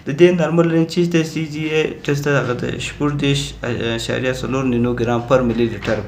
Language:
Pashto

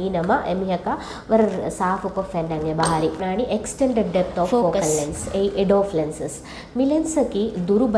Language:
Divehi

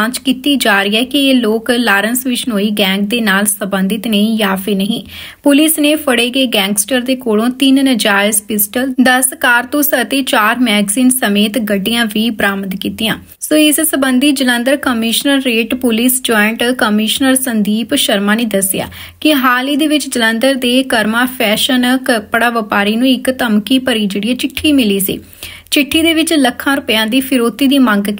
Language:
Punjabi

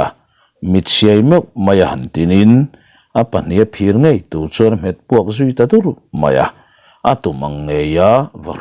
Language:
Mizo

